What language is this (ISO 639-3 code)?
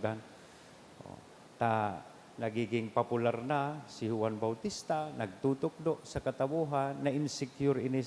bik